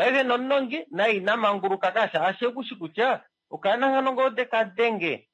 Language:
Kuanyama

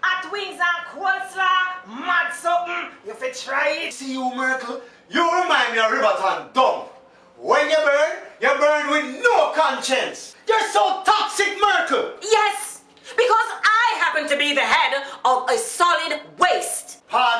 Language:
Jamaican Creole English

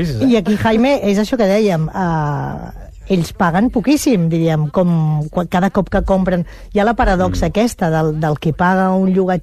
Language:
Catalan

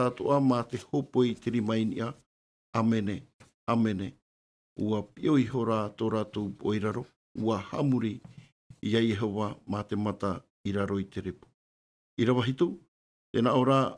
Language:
Tahitian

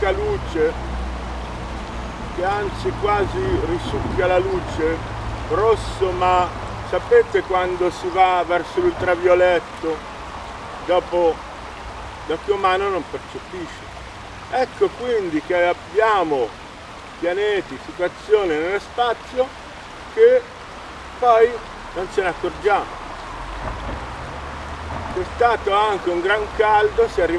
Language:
Italian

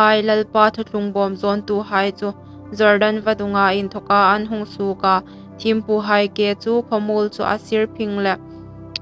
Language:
Hmar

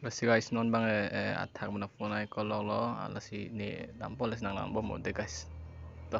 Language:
Karbi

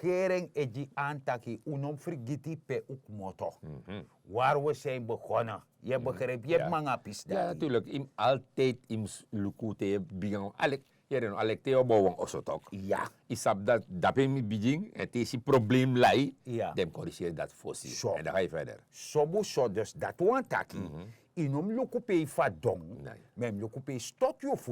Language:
Sranan Tongo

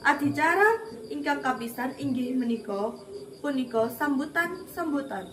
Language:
Javanese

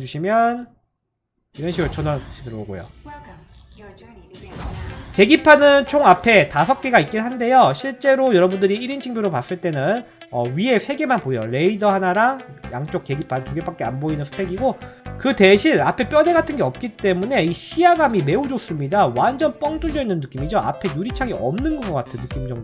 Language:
Korean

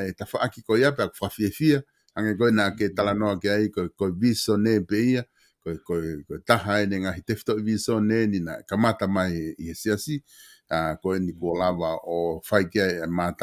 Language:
Tongan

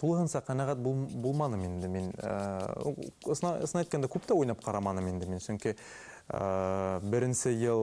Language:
Bashkir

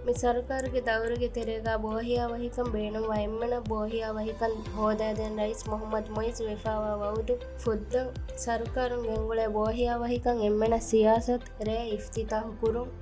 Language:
Divehi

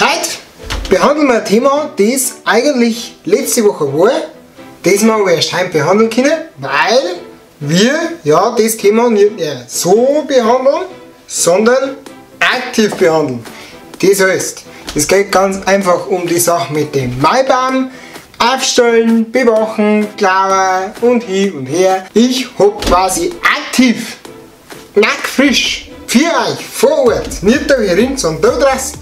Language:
Bavarian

